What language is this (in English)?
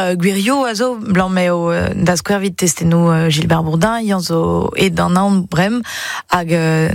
Breton